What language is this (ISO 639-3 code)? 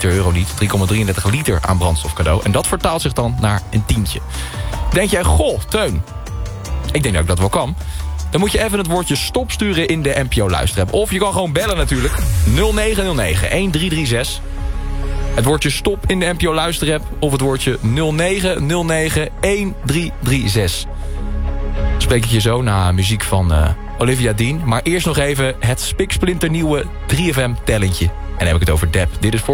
nld